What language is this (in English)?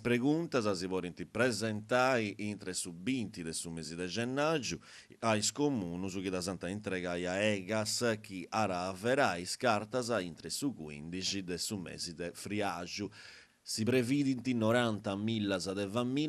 Sardinian